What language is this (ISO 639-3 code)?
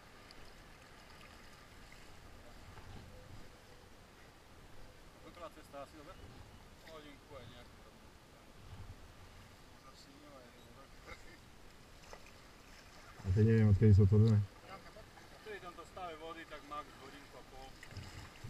slk